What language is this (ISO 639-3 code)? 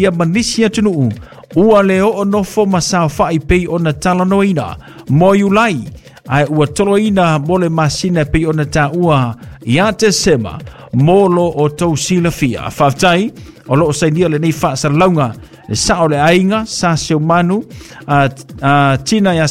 smo